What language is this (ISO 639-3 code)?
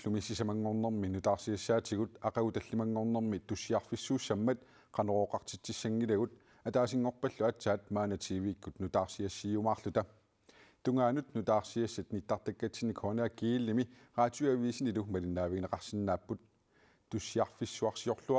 kal